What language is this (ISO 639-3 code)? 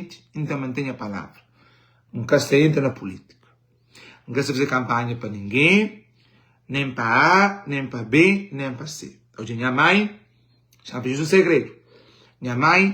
kea